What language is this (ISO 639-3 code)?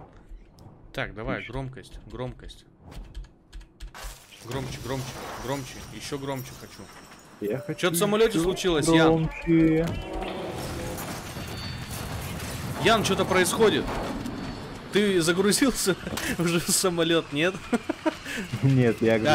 rus